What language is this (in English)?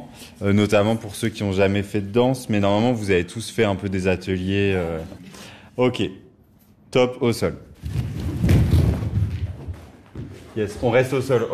French